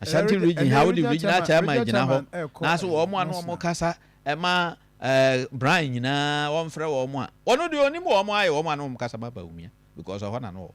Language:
Akan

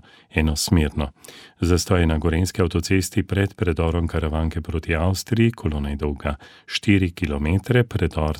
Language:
Slovenian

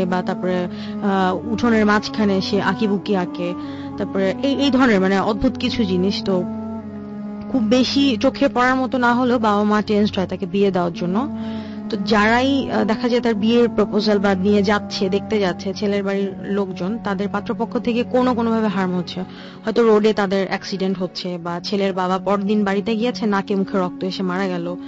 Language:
Bangla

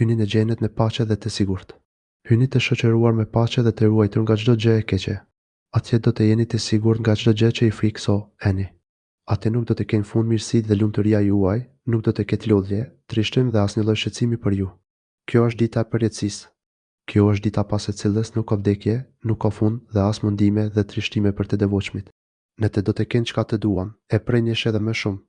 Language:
Albanian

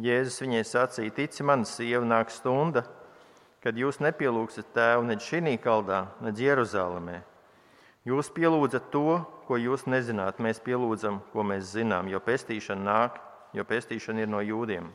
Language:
Latvian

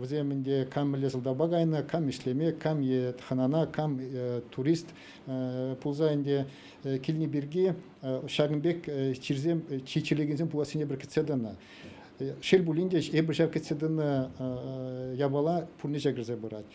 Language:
Chuvash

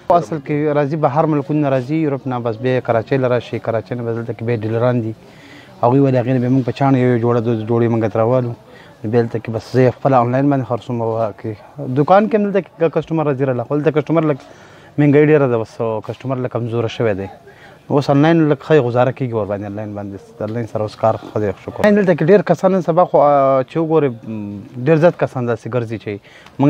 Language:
Pashto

